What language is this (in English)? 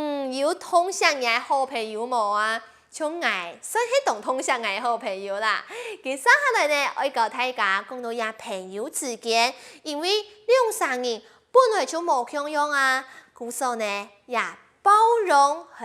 Hakka Chinese